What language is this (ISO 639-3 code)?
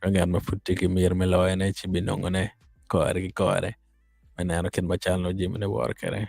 ach